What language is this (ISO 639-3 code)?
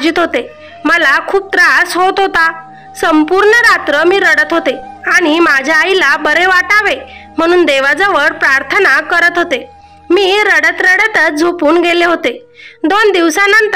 mar